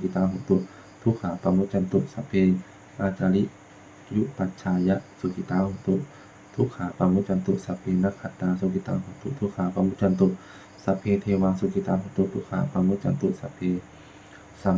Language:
Pali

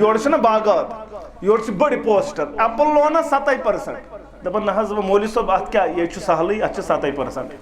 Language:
Kashmiri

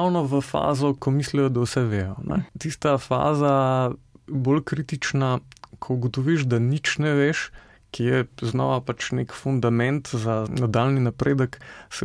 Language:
Slovenian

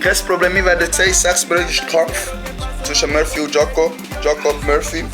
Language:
Swiss German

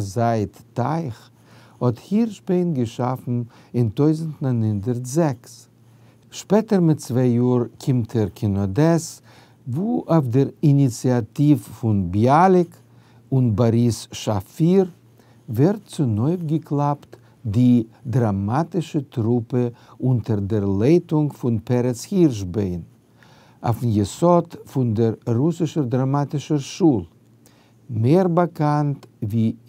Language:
Yiddish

